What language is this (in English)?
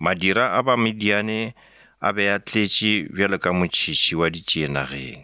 Northern Sotho